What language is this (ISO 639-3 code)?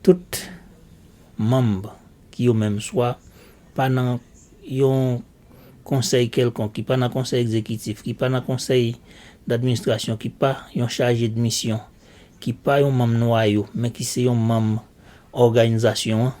hat